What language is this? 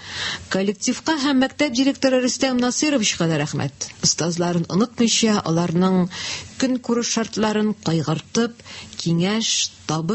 Tatar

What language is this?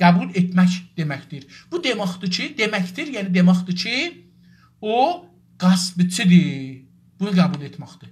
South Azerbaijani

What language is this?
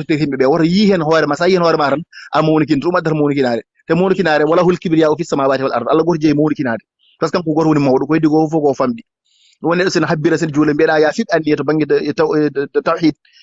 Fula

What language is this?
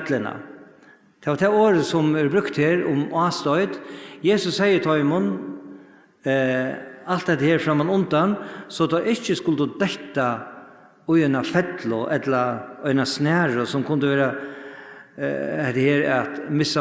Faroese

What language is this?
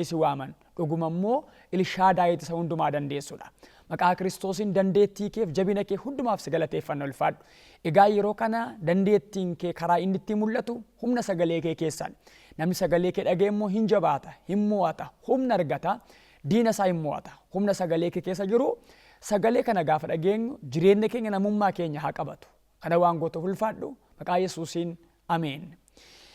Oromo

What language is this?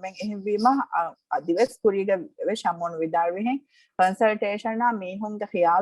Divehi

